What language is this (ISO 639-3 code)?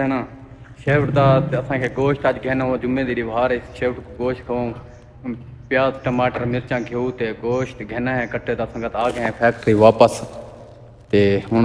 skr